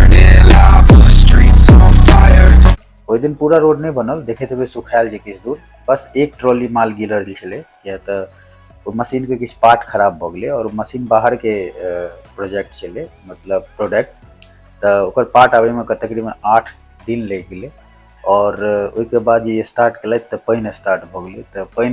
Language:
Maithili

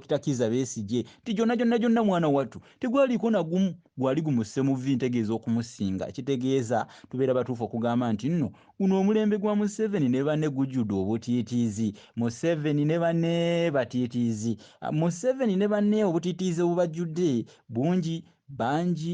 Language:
Ganda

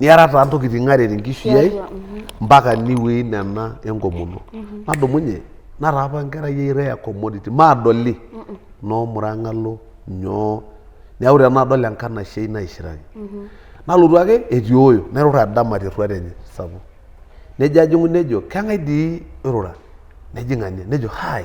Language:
Masai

